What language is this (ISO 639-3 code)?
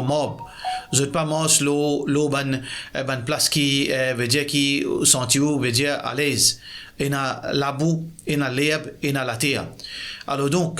mfe